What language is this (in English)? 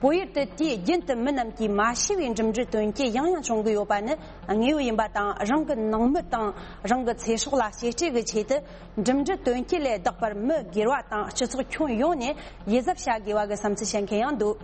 Tibetan